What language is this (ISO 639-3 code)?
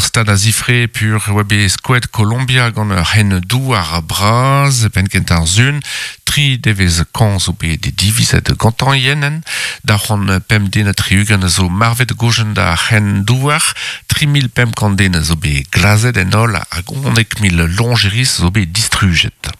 bre